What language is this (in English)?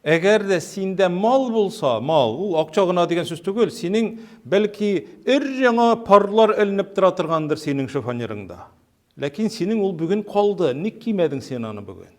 Tatar